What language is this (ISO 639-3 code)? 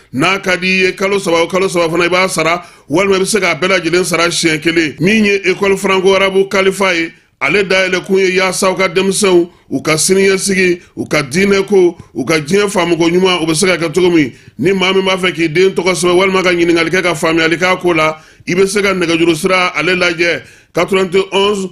bam